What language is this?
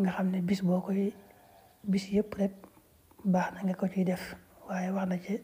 Wolof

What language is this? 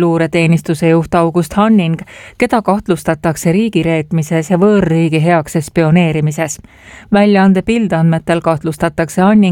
Estonian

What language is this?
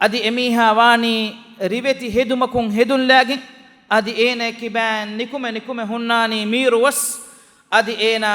Divehi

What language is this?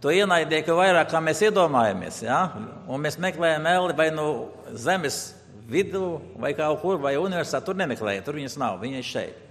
Latvian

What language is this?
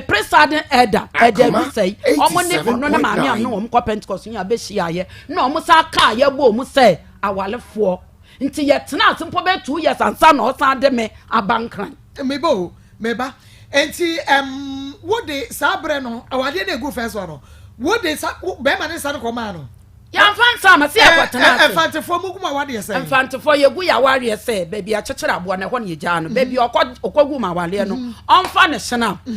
Akan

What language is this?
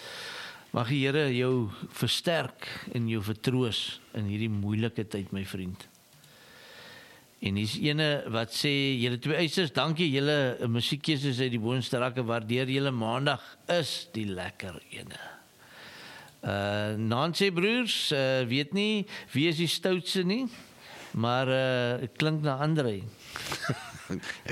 Afrikaans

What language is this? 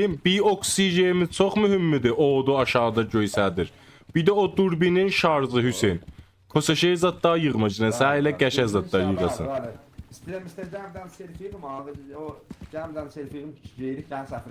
South Azerbaijani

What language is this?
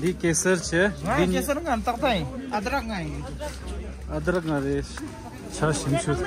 Tibetan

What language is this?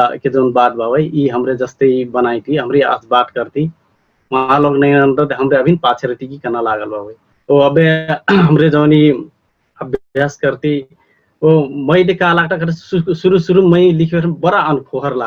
Dangaura Tharu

